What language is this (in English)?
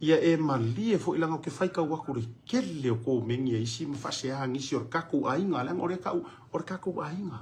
Samoan